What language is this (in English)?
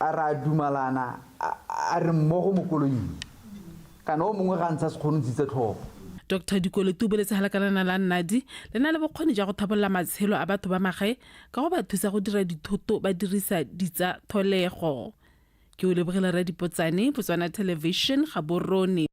Tswana